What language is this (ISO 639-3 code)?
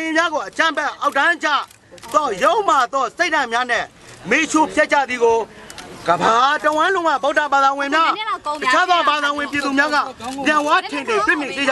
mya